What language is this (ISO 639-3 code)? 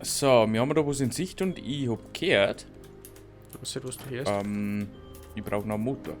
bar